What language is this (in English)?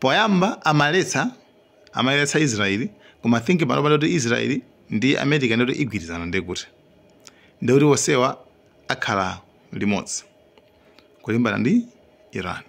Nyanja